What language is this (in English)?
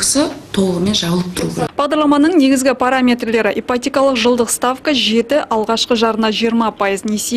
Kazakh